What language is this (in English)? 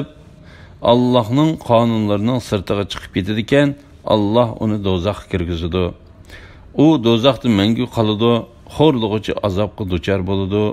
Uyghur